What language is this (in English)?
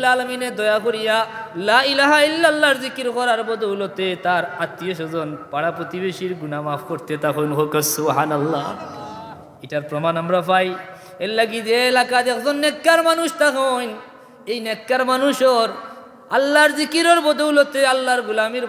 Sylheti